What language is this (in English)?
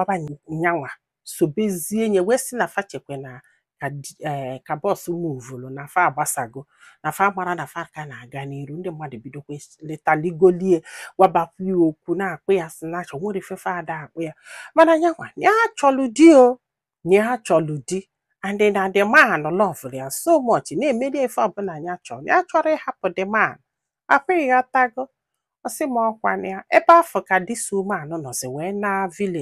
Igbo